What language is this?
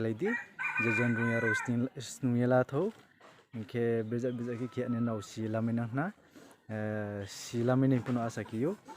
Riang (India)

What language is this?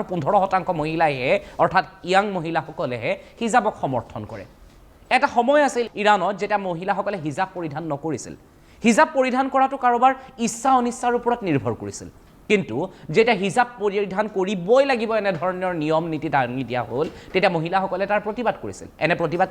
Assamese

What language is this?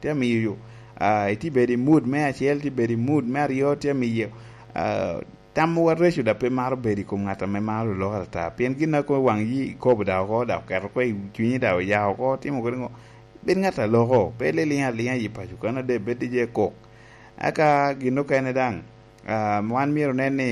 Lango (Uganda)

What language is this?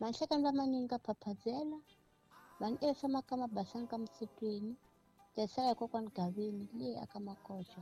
Tsonga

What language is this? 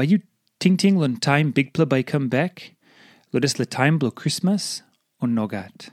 Tok Pisin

